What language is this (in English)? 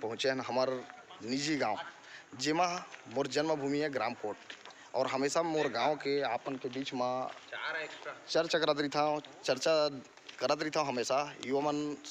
Chhattisgarhi